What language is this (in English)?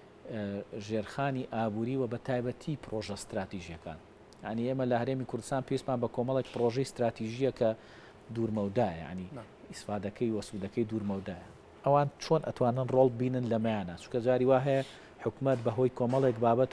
Central Kurdish